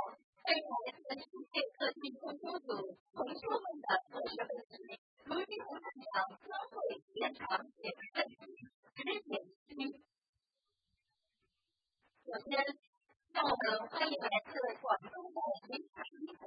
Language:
Chinese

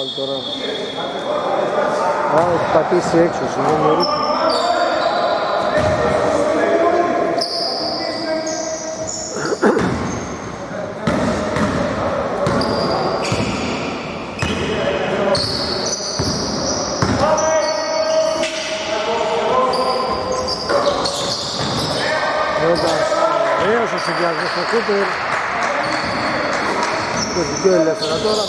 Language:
Greek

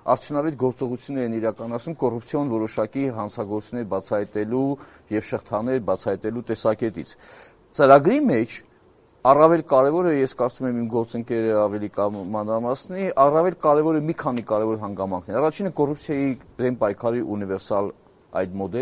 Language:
Armenian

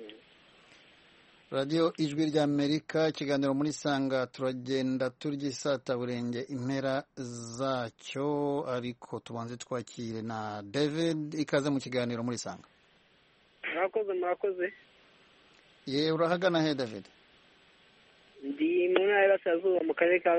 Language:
Kinyarwanda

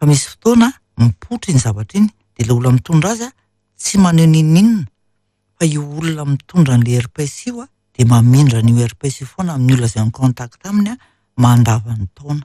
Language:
Malagasy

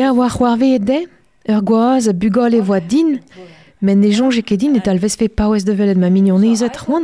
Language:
Breton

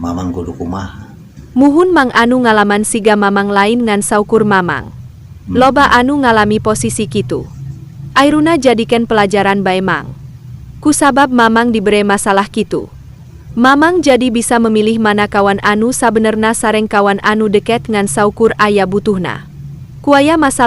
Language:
Sundanese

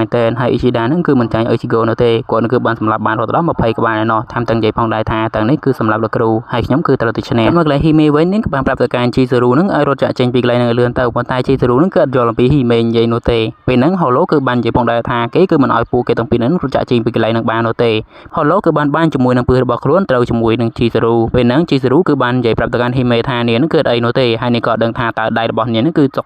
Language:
Khmer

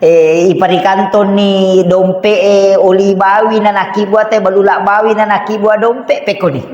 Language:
Buginese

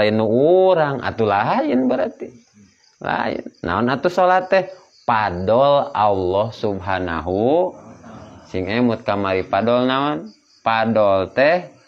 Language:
Sundanese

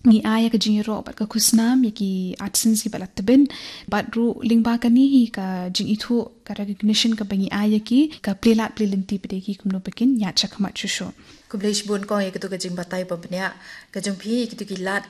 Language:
Khasi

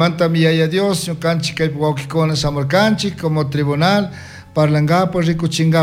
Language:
Chimborazo Highland Quichua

